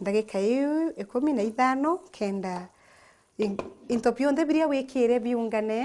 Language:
Meru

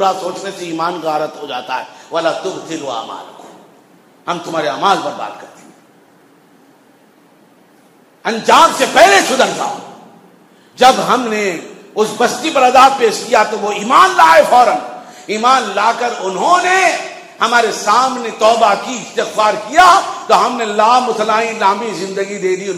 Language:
Urdu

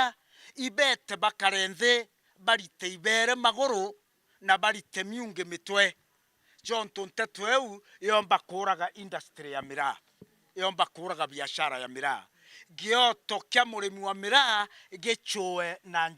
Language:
Meru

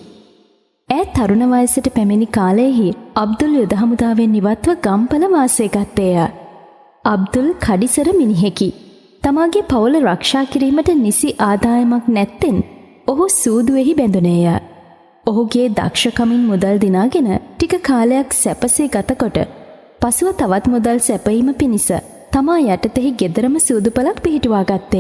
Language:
Sinhala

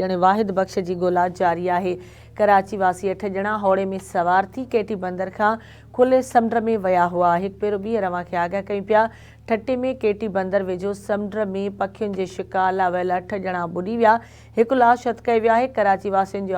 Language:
Sindhi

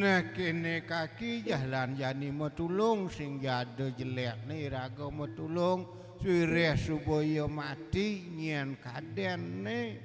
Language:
Balinese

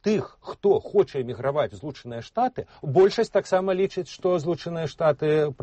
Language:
Belarusian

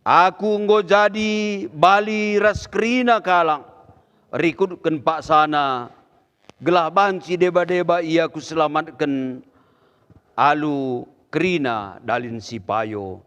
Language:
Batak Karo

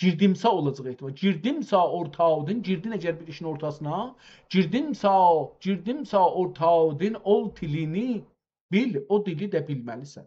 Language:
South Azerbaijani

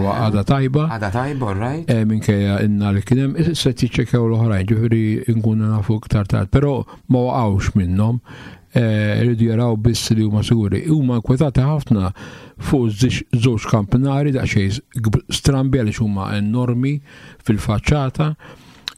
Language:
Maltese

